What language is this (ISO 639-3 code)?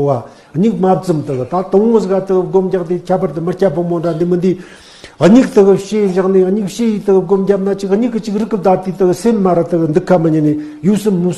bod